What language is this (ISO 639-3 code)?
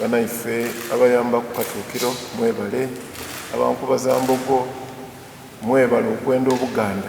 xog